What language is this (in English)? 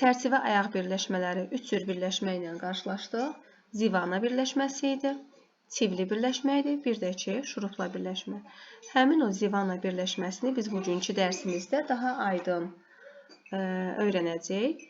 Azerbaijani